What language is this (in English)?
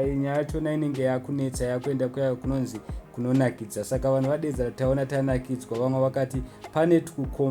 Shona